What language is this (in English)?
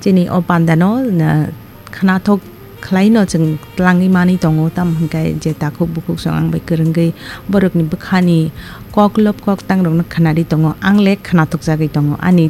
Kok Borok